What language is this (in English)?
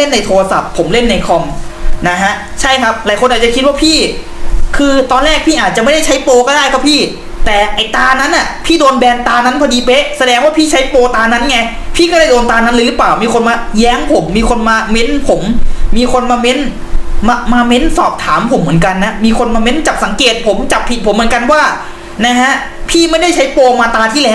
Thai